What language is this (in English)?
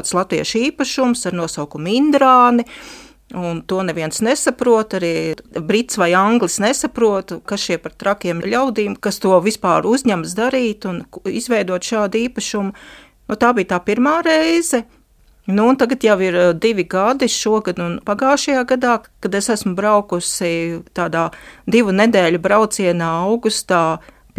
Latvian